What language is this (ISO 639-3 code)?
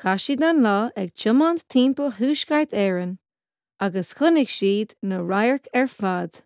gle